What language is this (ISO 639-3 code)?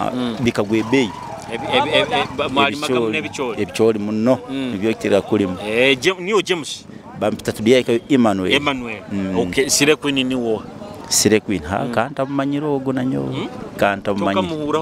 nyo